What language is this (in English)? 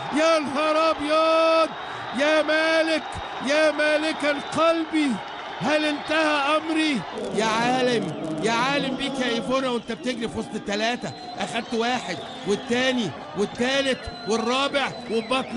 Egyptian Arabic